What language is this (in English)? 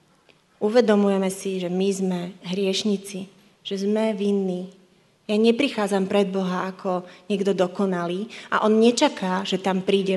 Slovak